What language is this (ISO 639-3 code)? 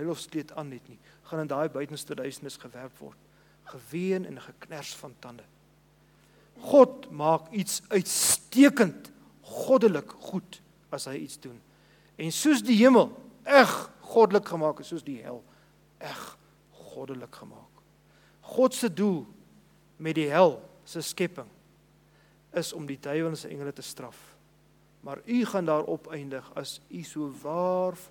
afr